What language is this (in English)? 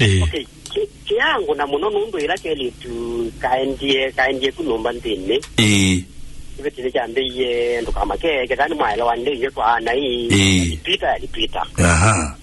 Kamba